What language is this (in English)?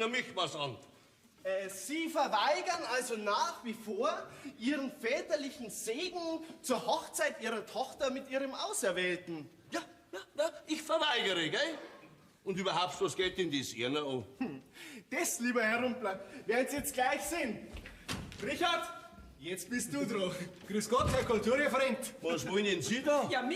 Bavarian